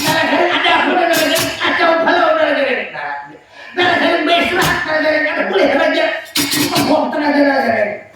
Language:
Banjar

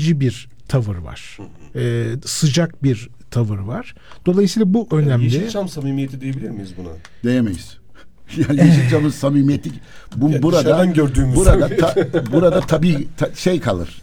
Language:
Turkish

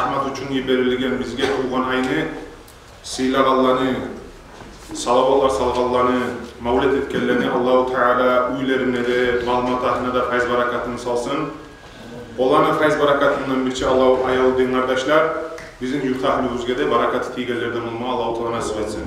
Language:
Kumyk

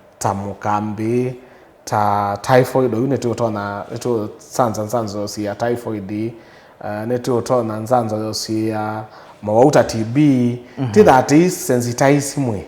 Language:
Kamba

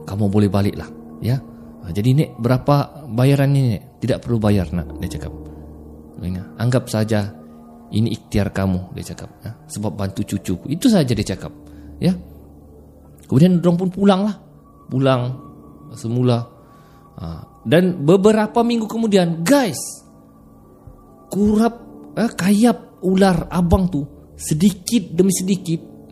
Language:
Malay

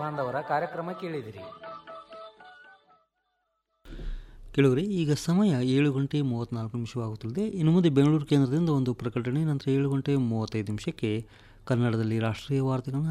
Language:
Kannada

